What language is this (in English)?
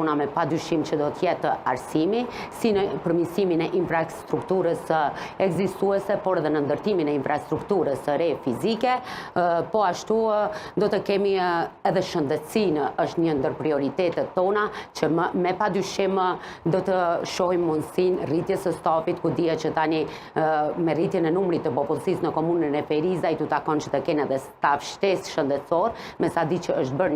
Albanian